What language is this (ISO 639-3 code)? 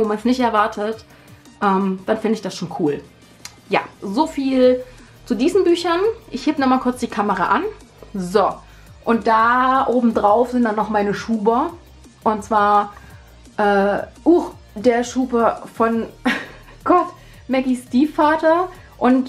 deu